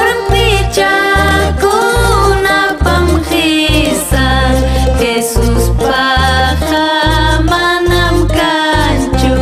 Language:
Ayacucho Quechua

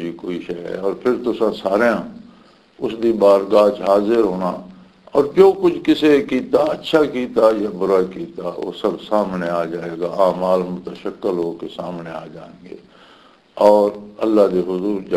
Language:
Western Panjabi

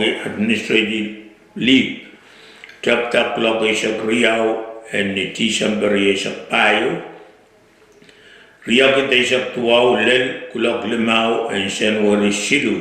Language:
Pohnpeian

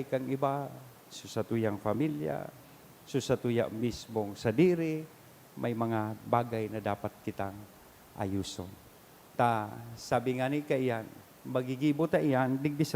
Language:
Bikol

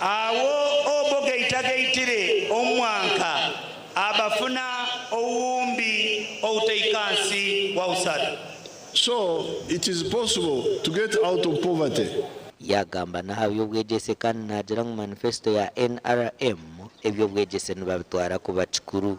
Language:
Nyankole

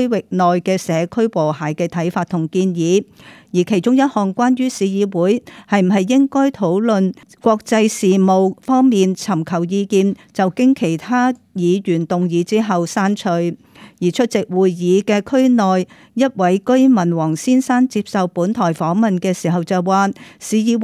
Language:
Cantonese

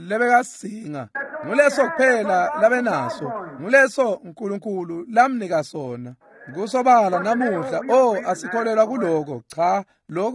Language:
Swati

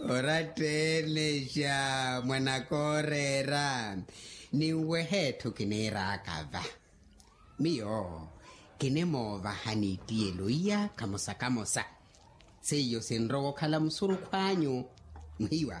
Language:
Makhuwa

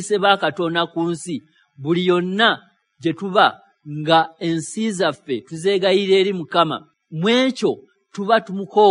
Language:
Ganda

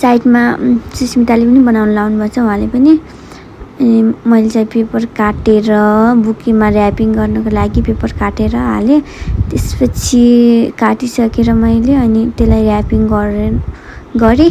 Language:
Nepali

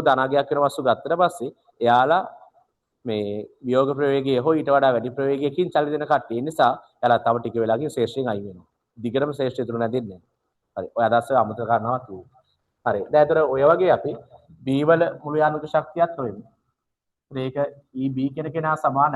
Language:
Sinhala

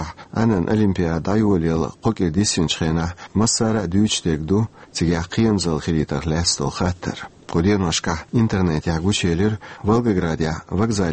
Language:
Chechen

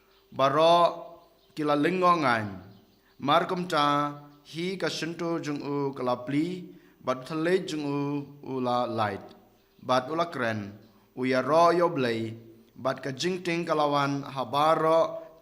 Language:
Khasi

